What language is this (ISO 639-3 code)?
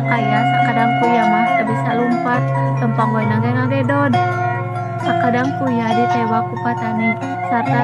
sun